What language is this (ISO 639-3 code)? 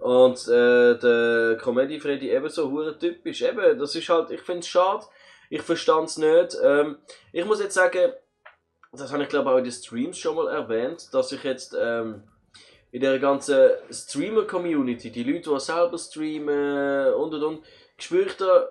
gsw